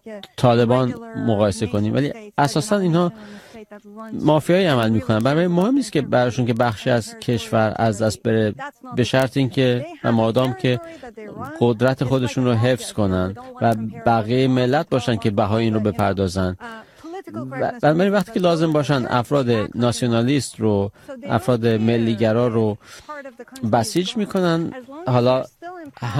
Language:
Persian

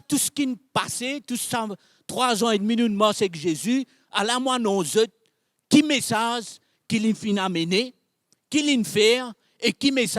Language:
Morisyen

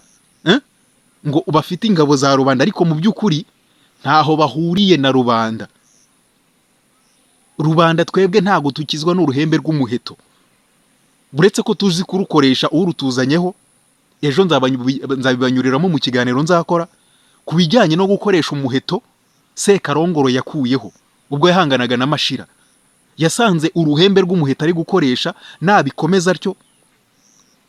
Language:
Kinyarwanda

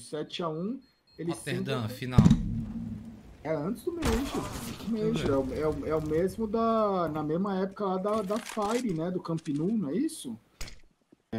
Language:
Portuguese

